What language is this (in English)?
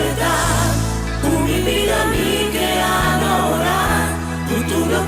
Papiamento